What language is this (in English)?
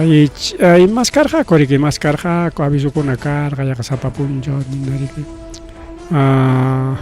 Ayacucho Quechua